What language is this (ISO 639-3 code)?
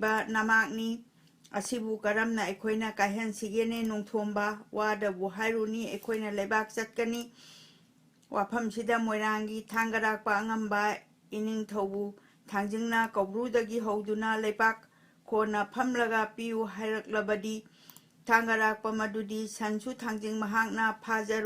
mni